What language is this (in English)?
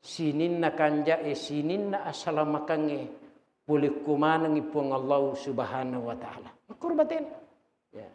Buginese